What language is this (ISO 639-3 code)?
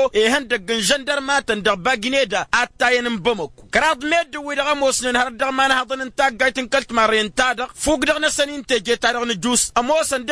taq